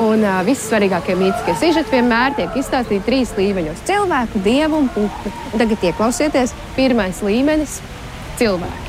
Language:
Latvian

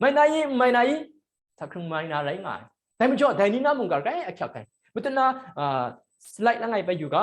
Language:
Kachin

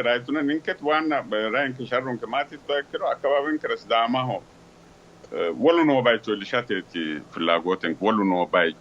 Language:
Sidamo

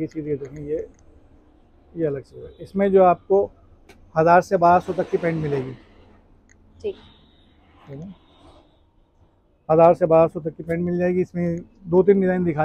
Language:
Hindi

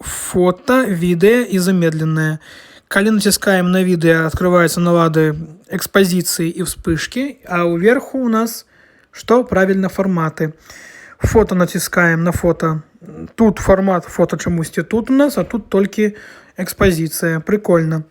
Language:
Belarusian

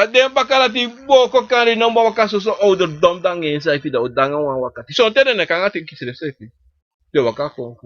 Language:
Sranan Tongo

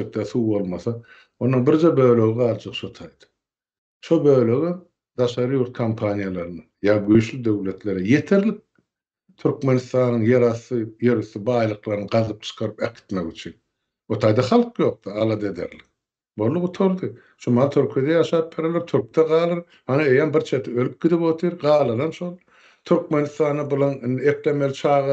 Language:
Turkmen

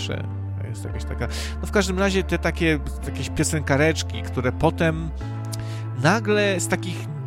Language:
Polish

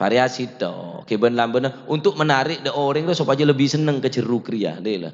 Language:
Madurese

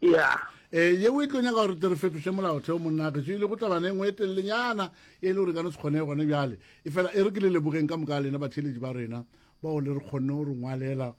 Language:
Northern Sotho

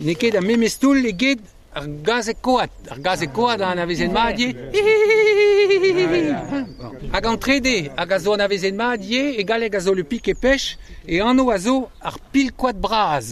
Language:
Breton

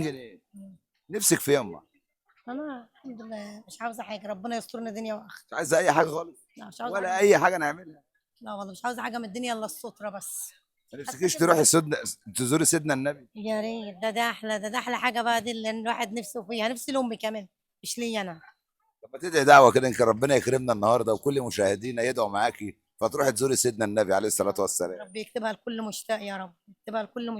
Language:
Egyptian Arabic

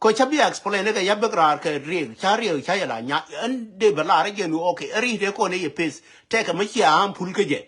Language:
Nuer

